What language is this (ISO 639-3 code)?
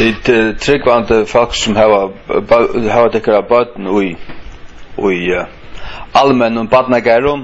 fao